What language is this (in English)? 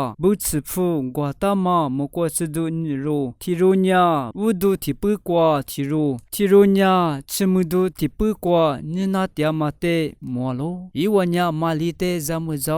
Lisu